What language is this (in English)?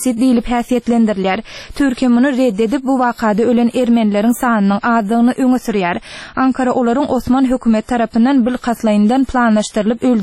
Turkmen